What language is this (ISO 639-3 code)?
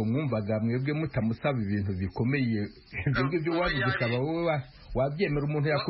kin